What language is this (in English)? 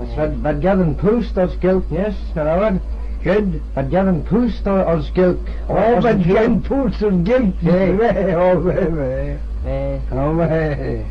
Manx